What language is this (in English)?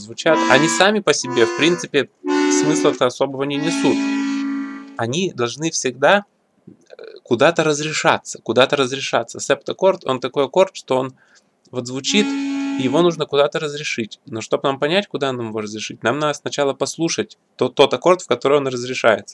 Russian